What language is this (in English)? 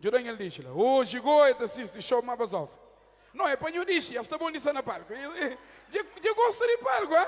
Kabuverdianu